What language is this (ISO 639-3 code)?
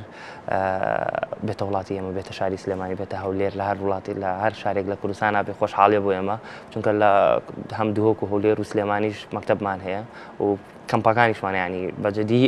ckb